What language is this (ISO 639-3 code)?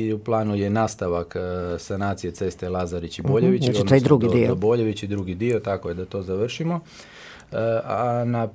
hrv